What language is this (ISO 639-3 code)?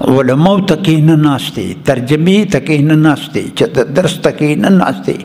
pus